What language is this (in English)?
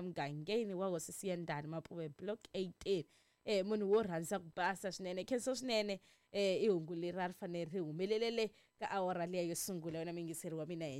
Tsonga